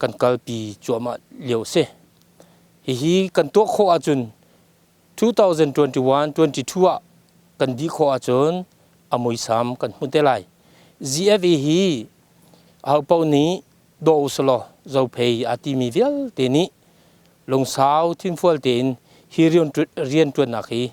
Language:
Hakha Chin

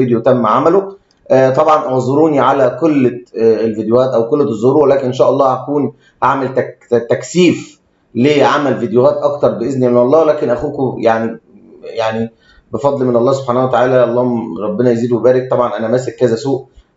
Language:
Egyptian Arabic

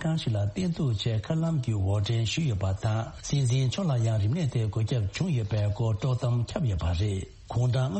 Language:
Tibetan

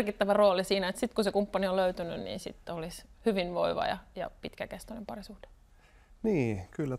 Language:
Finnish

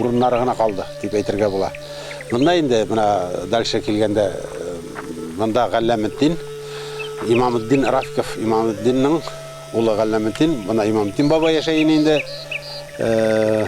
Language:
Bashkir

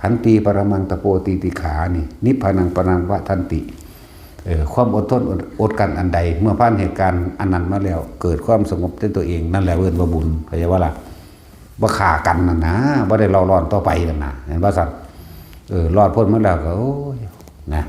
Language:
Lao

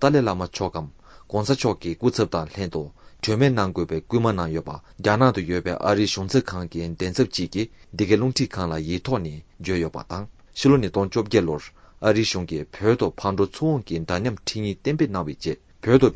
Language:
Tibetan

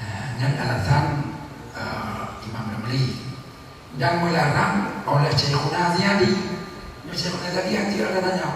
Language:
Achinese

